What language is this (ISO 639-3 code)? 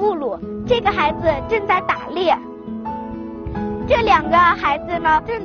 zho